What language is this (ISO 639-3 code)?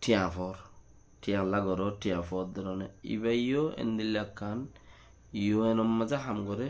rhg